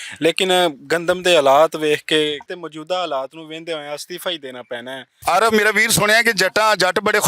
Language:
Western Panjabi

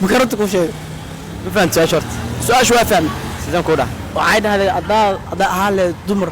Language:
Somali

